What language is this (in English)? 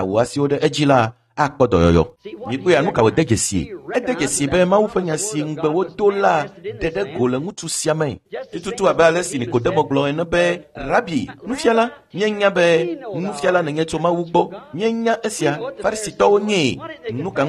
Ewe